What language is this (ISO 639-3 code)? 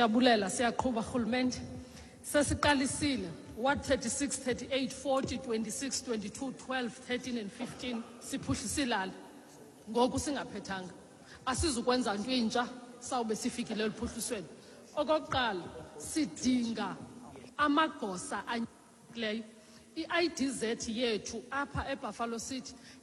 xho